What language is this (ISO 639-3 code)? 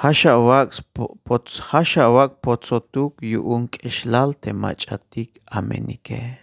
tzh